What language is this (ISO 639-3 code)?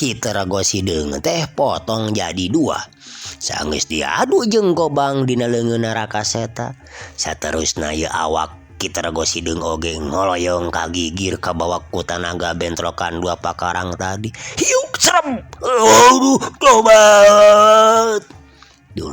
sun